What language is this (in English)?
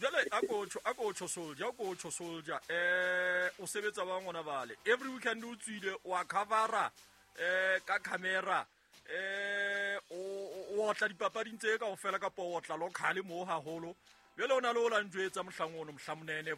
Southern Sotho